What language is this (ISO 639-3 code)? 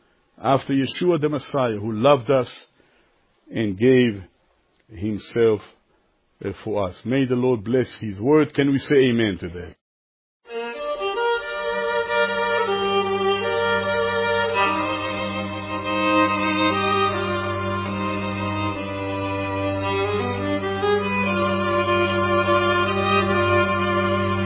eng